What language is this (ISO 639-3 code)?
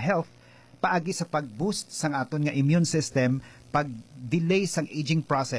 hil